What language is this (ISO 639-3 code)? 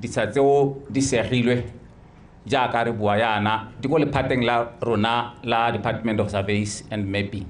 tsn